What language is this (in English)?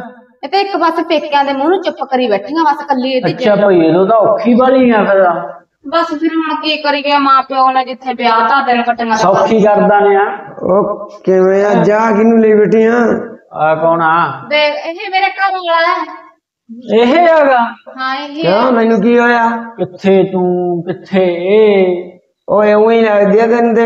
Punjabi